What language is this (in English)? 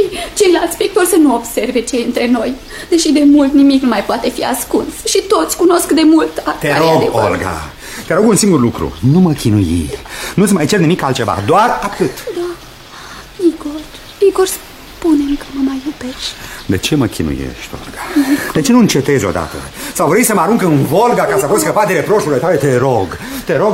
Romanian